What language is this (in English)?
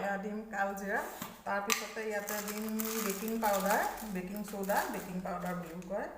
Assamese